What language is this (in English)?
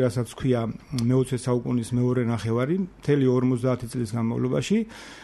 Georgian